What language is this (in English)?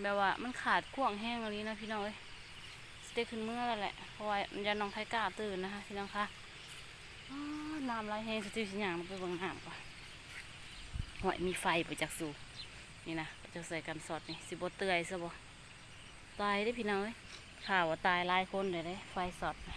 Lao